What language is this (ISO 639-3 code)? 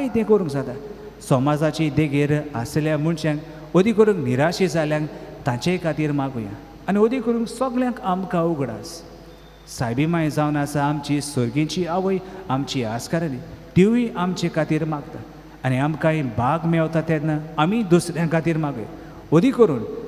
kok